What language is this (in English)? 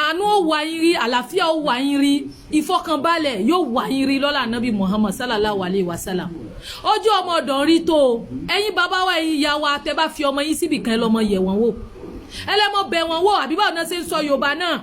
Yoruba